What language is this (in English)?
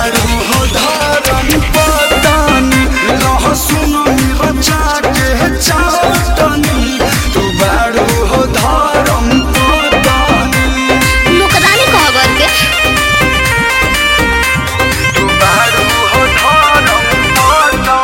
Bhojpuri